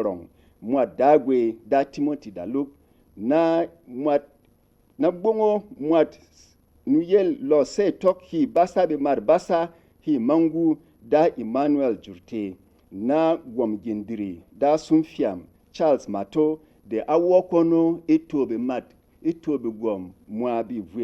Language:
Berom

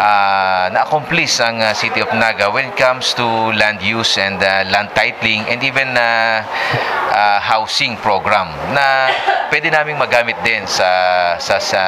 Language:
Bikol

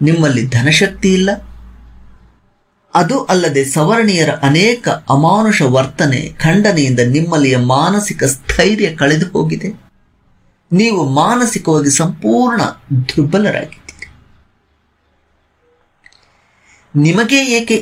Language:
Kannada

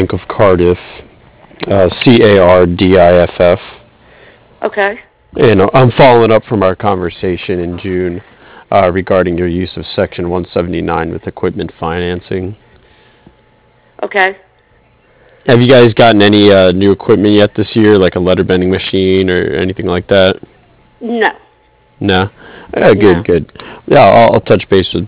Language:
English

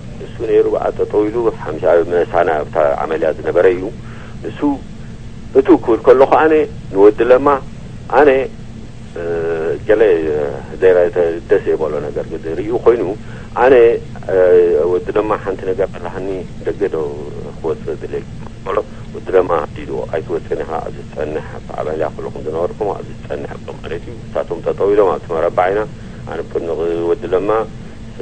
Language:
Tigrinya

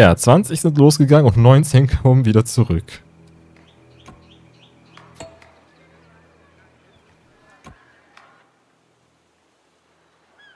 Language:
German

